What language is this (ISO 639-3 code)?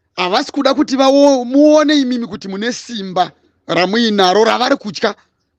sna